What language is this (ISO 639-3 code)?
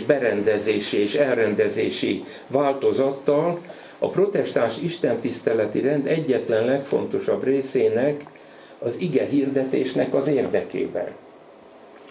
hun